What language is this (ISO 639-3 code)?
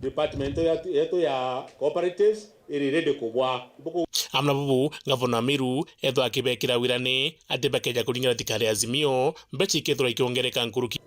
mer